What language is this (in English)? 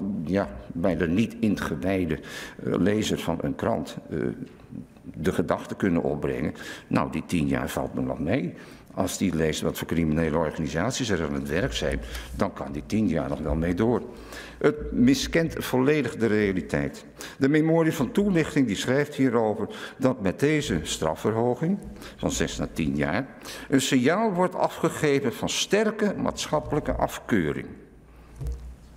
Dutch